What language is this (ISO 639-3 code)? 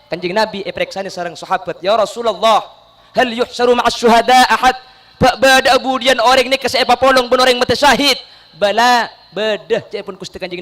mad